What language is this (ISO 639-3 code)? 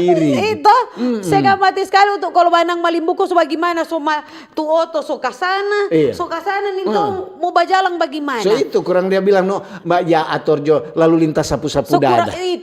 xmm